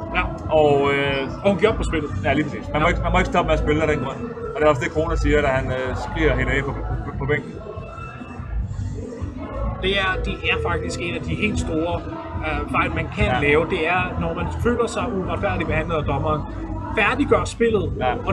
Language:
Danish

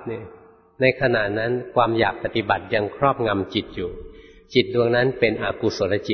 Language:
Thai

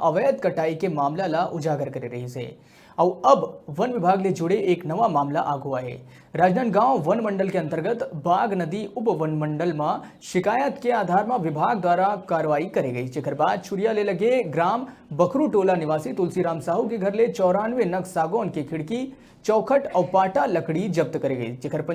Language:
Chhattisgarhi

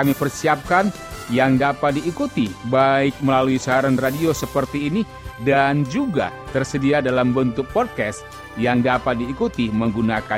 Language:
Indonesian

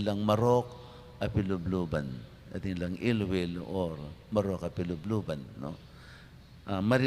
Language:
Pampanga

